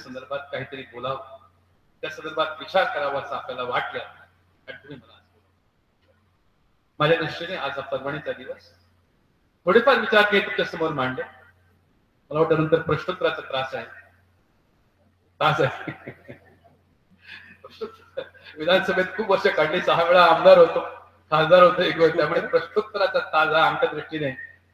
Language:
Marathi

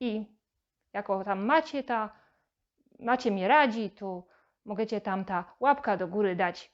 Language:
Silesian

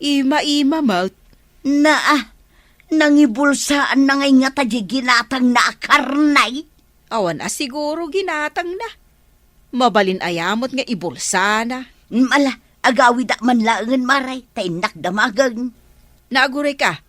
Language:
Iloko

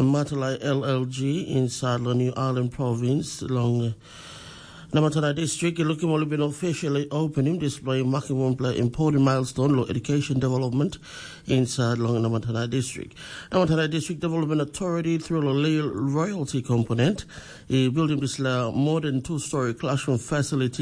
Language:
Tok Pisin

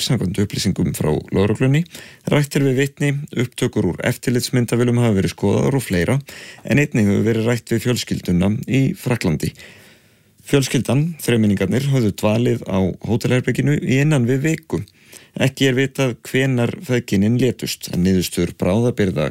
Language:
Icelandic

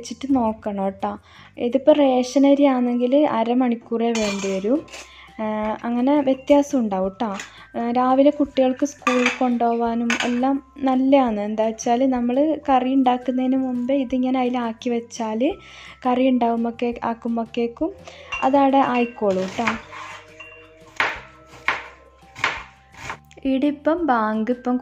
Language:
Malayalam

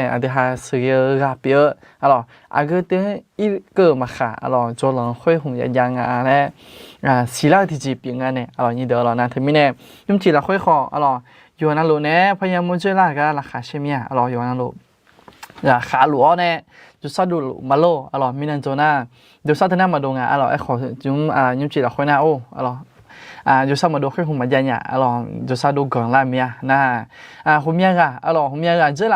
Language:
Akha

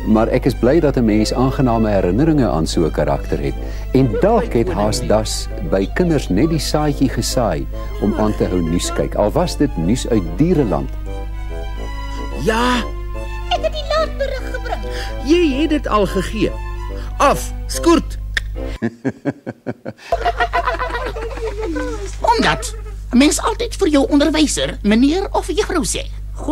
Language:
Afrikaans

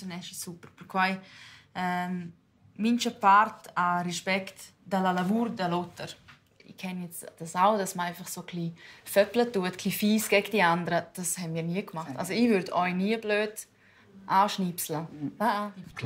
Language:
Romansh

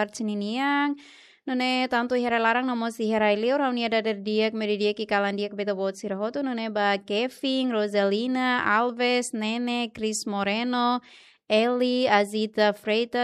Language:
Tetum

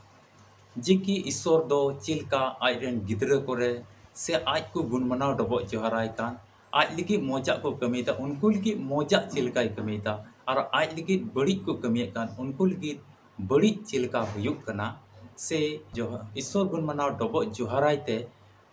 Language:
Santali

